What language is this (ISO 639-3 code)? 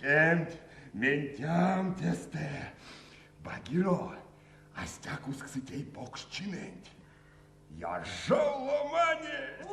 myv